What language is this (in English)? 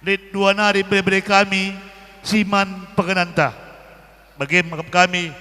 Batak Karo